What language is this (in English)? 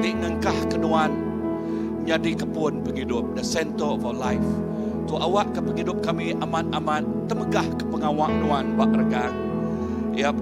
Iban